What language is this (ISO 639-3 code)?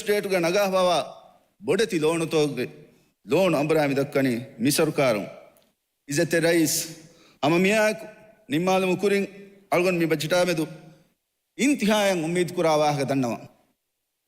div